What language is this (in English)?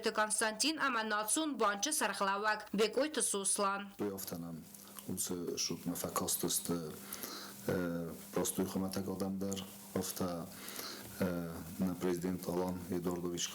Ossetic